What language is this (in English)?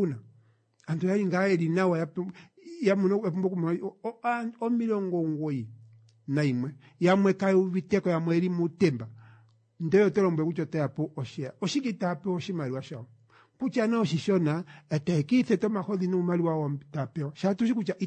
Kuanyama